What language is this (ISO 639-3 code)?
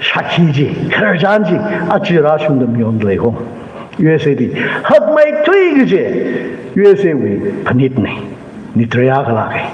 nmf